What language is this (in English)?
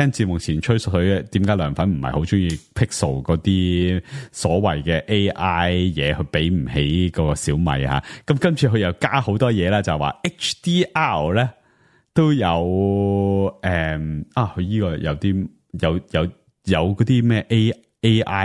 Cantonese